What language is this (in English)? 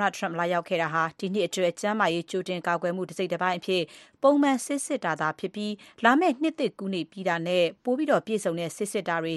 Burmese